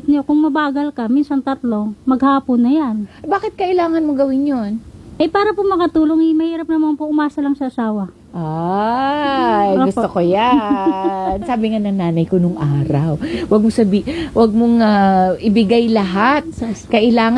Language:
Filipino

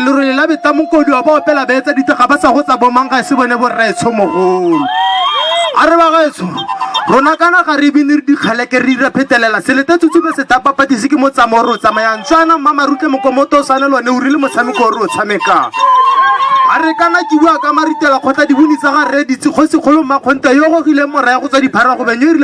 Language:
Tswana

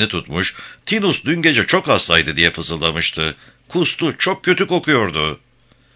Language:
Turkish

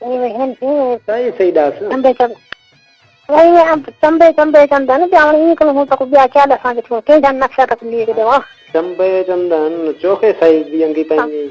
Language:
Saraiki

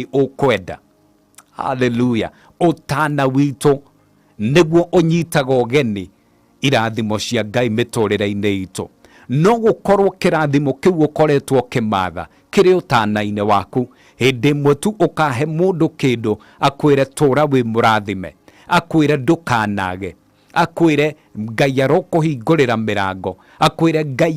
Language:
Kikuyu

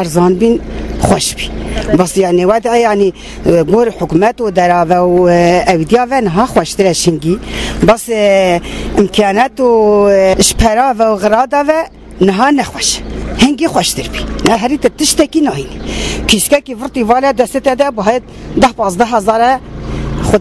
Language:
Kurdish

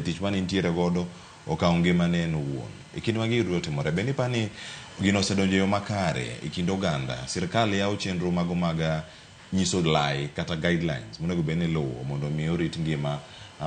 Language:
Luo (Kenya and Tanzania)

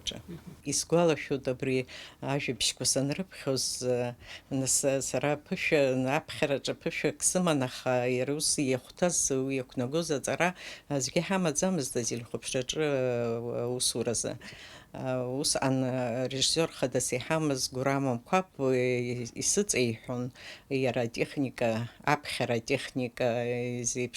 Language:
Abkhazian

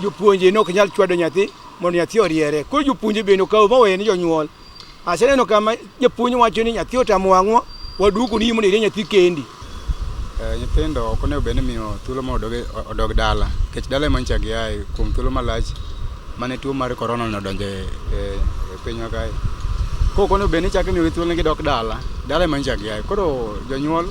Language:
Luo (Kenya and Tanzania)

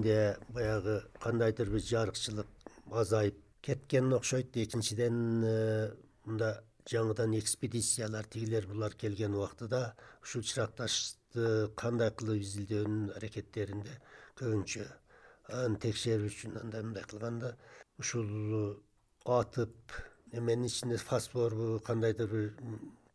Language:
Kyrgyz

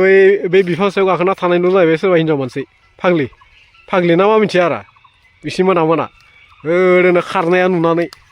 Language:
Bodo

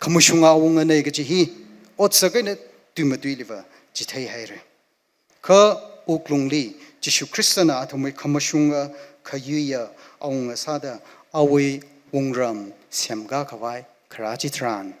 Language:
Tangkhul Naga (India)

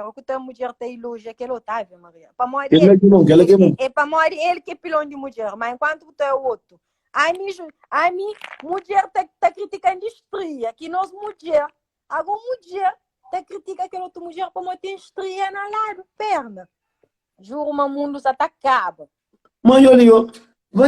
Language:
Kabuverdianu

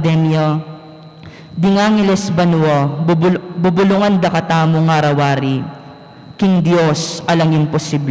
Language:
Pampanga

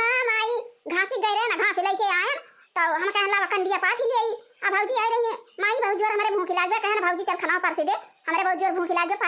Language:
Awadhi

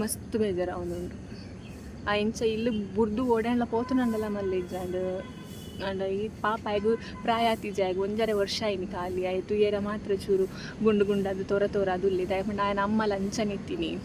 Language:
Tulu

